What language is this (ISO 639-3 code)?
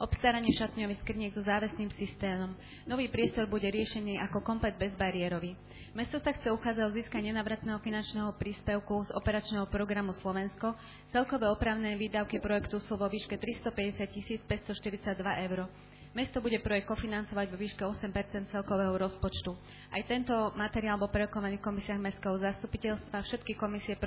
slk